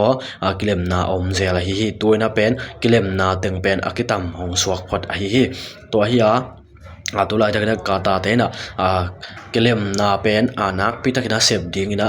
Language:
Tedim Chin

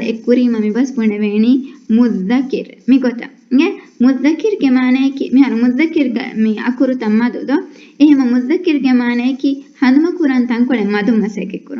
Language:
Divehi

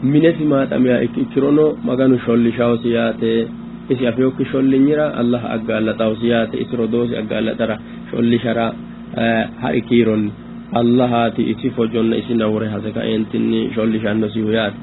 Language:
Sidamo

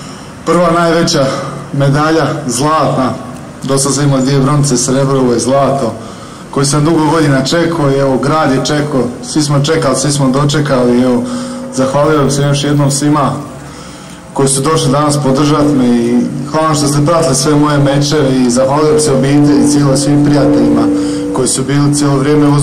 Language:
Croatian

